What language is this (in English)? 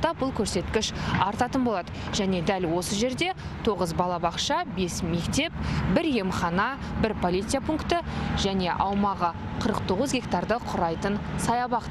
Kazakh